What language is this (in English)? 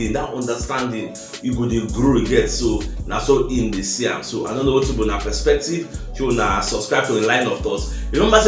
Nigerian Pidgin